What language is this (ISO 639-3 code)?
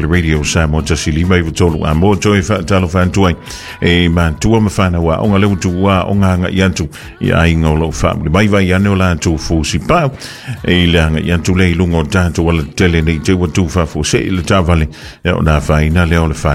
smo